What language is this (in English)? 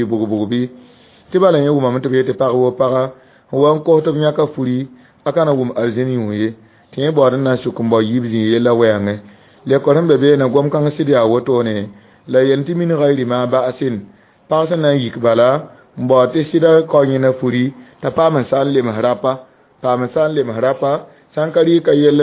Mossi